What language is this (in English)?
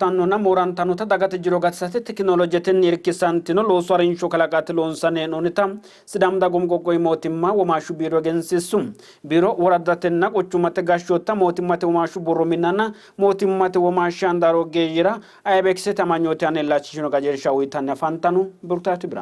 Sidamo